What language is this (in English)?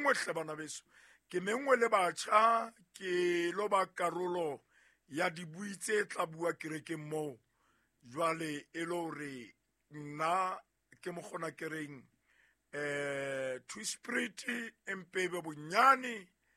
Southern Sotho